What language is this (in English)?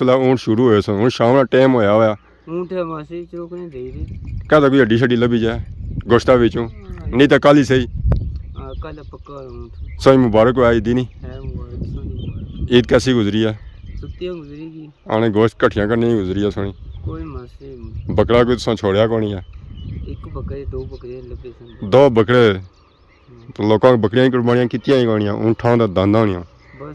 Pahari-Potwari